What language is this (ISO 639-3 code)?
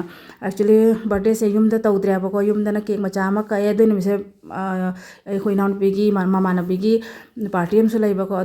mni